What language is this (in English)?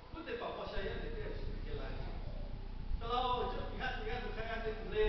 Lahu